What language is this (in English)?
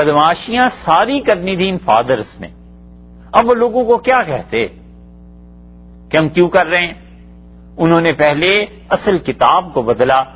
Urdu